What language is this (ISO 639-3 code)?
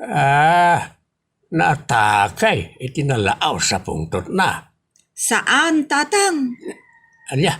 ilo